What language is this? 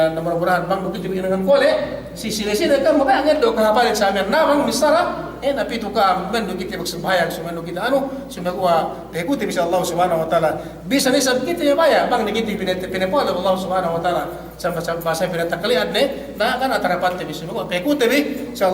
Yakan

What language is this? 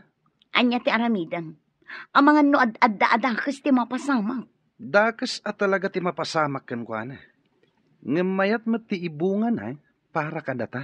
Iloko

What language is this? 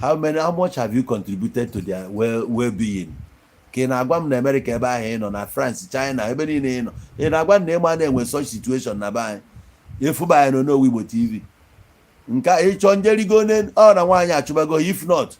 Igbo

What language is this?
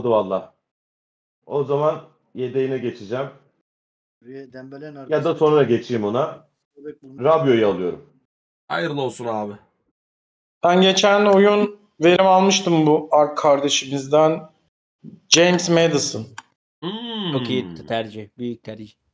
Turkish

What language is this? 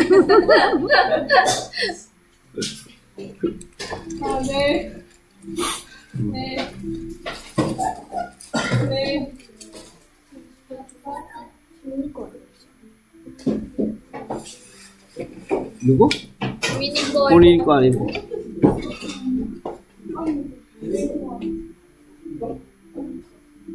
Korean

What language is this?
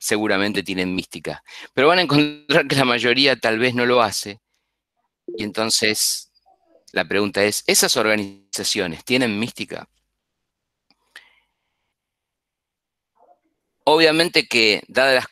Spanish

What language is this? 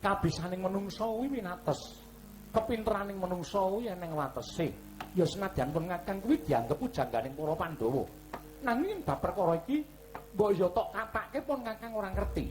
Javanese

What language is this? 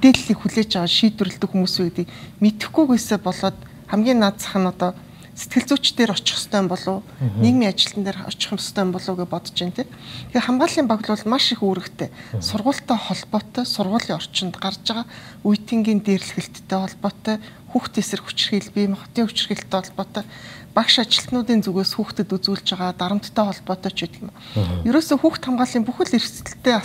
Mongolian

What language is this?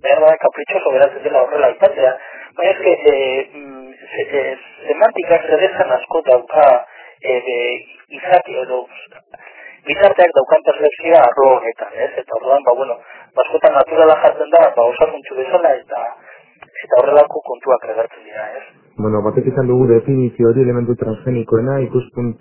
Basque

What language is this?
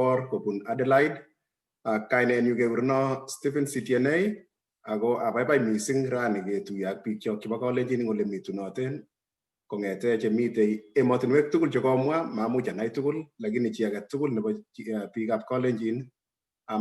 Kalenjin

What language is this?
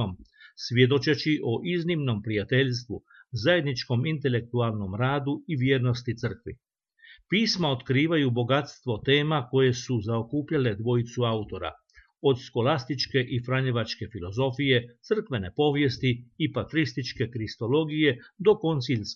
Croatian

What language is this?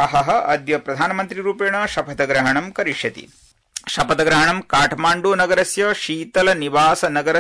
Sanskrit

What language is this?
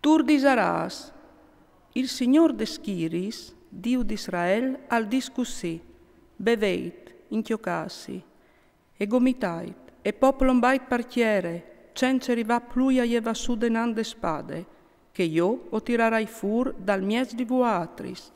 Friulian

